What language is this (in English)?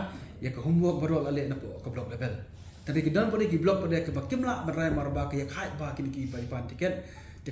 Khasi